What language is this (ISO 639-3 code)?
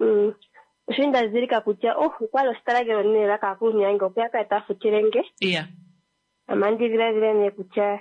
kua